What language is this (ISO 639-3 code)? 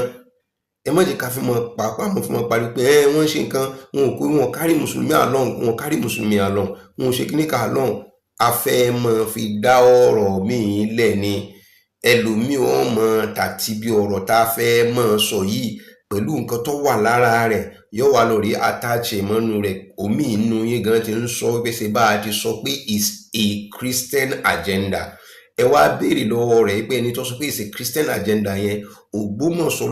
yor